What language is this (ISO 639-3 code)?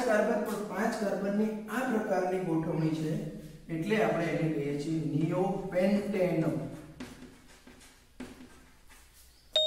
guj